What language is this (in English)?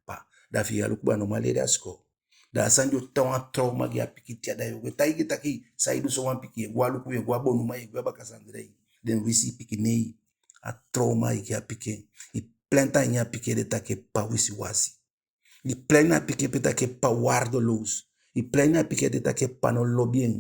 Eastern Maroon Creole